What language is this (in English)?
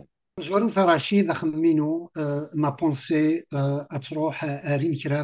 Kabyle